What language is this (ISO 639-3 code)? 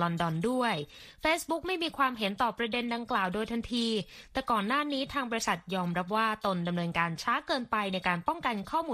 tha